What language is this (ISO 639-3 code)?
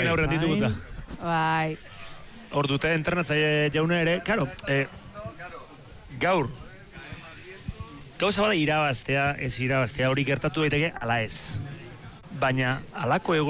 eus